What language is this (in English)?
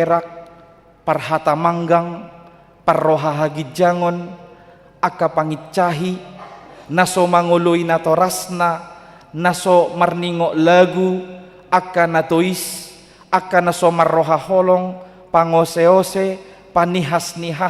Batak Toba